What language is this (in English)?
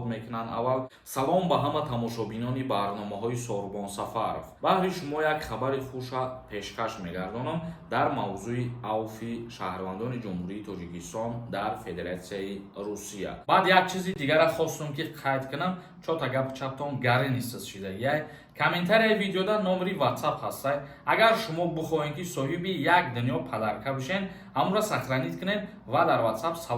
Tajik